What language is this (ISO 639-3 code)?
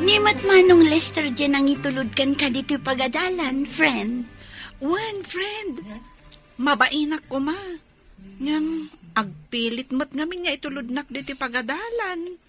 ilo